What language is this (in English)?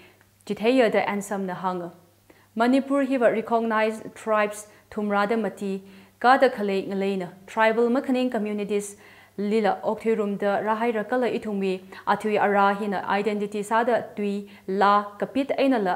Tangkhul Naga (India)